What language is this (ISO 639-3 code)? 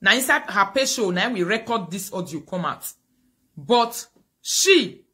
pcm